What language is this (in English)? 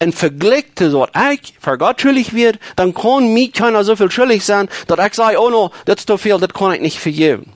Plautdietsch